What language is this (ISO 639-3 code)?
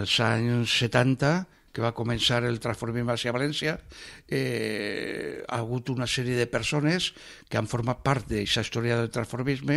cat